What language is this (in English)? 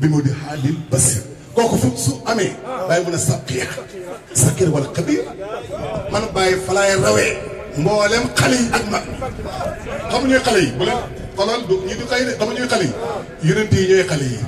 Wolof